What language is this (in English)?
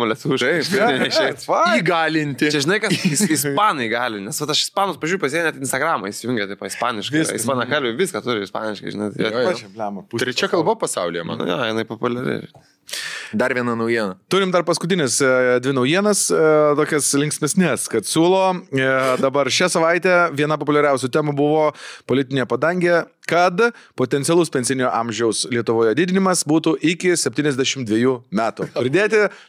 Lithuanian